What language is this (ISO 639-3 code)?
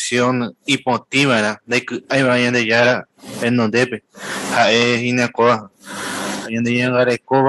grn